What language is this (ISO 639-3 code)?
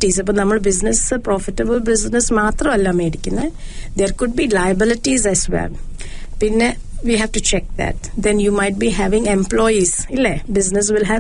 mal